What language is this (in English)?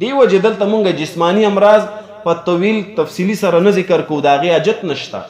Pashto